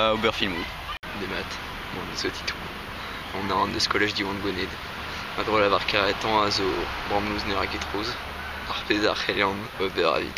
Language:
Breton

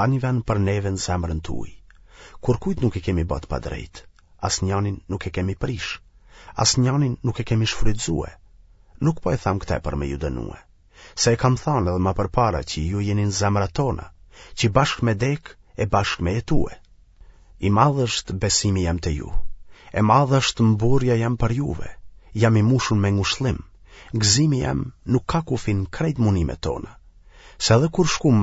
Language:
Albanian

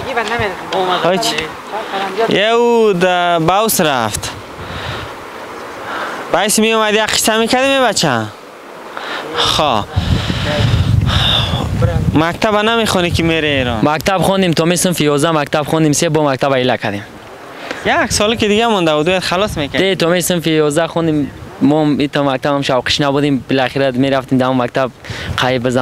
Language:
Persian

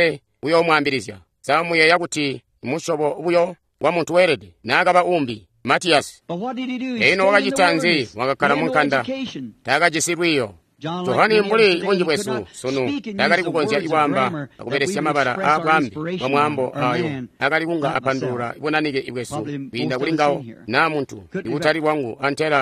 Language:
Tonga (Zambia)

